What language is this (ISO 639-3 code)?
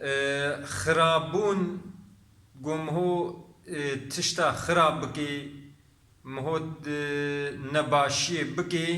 kur